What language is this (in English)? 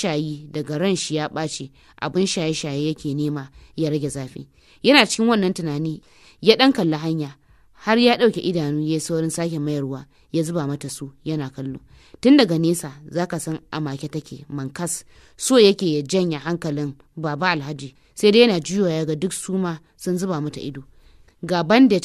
Hausa